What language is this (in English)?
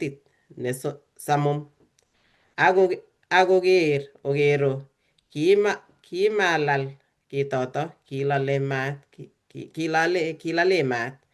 Kalenjin